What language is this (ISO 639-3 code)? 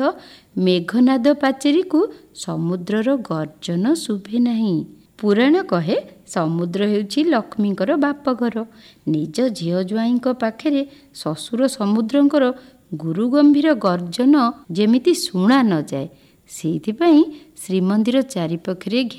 ori